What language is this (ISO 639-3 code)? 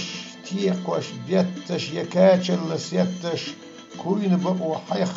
che